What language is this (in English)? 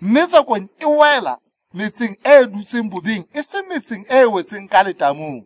Southern Sotho